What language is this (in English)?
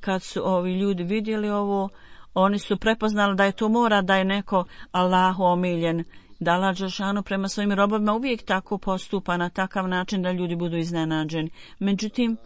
Bosnian